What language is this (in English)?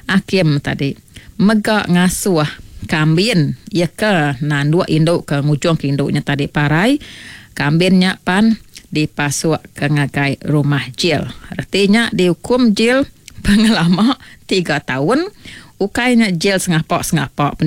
Iban